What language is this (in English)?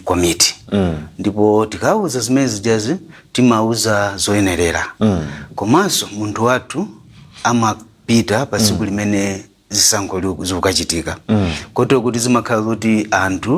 Nyanja